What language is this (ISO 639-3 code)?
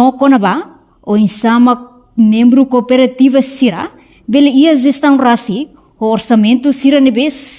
tet